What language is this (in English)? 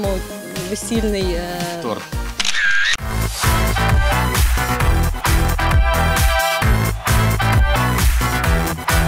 Ukrainian